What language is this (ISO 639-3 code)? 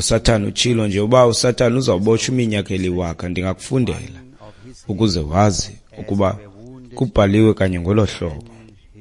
xho